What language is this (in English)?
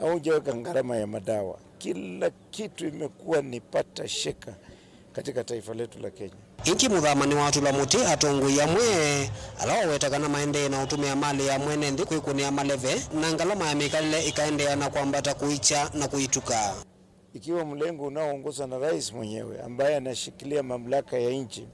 Kamba